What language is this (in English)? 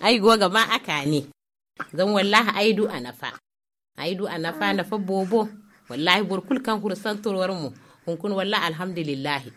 Zarma